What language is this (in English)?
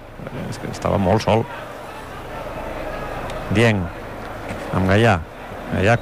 Catalan